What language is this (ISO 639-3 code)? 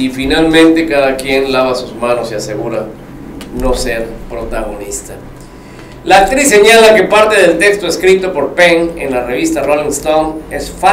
spa